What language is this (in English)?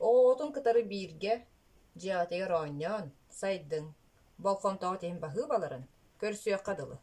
Yakut